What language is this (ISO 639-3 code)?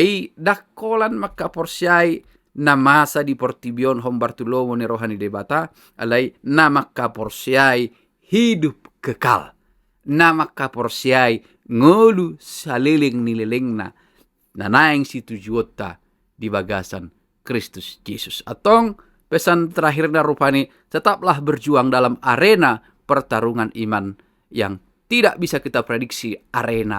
bbc